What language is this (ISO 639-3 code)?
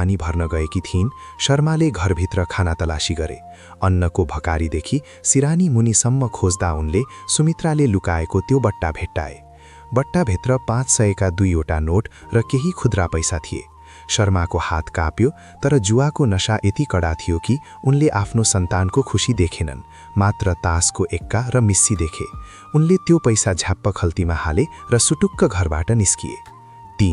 nep